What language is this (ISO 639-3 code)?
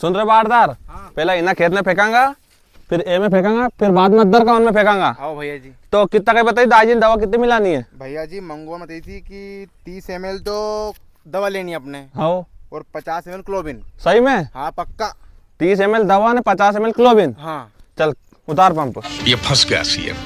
raj